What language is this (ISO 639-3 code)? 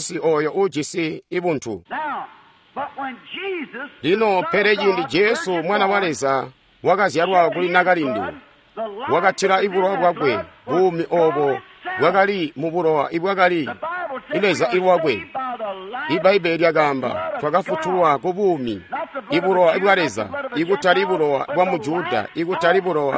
toi